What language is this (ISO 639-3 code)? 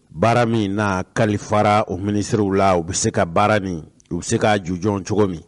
bam